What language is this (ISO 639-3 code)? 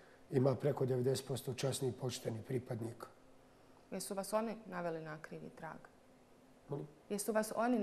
bos